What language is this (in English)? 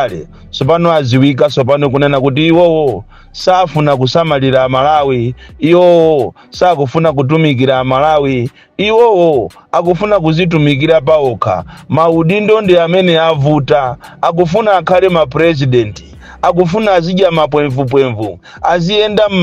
Nyanja